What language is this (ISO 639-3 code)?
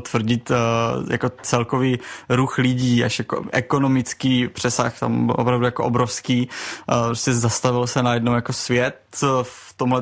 ces